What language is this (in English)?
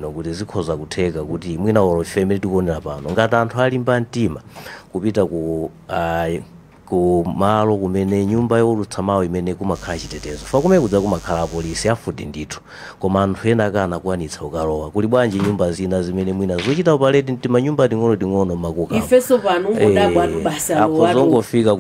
Nyanja